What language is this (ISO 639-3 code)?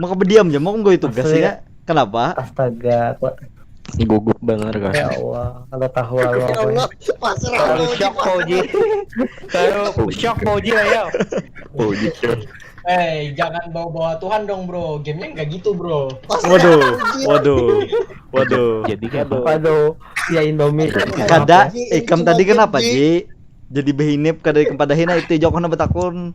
bjn